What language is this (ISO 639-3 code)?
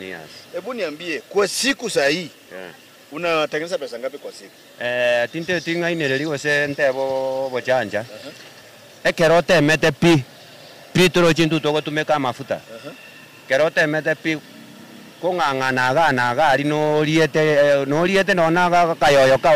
guz